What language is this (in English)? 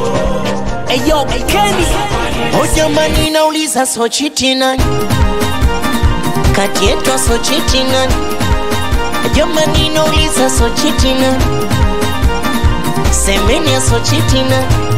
Swahili